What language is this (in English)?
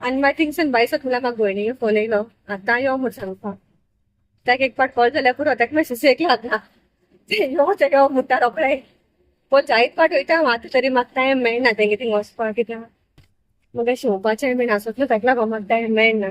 Konkani